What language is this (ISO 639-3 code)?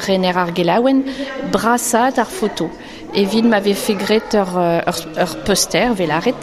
bre